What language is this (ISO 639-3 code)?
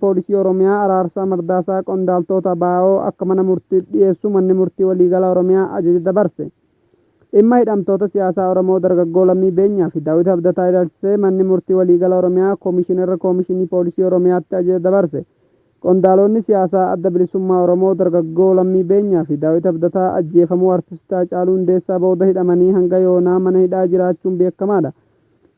orm